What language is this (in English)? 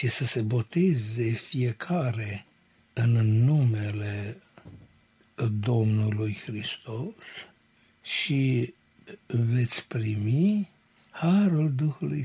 Romanian